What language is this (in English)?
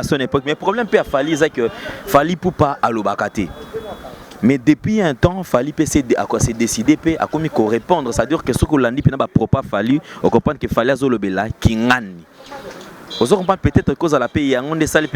Lingala